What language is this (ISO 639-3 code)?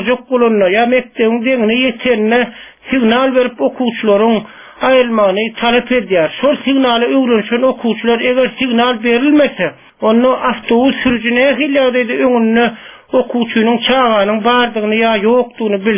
tuk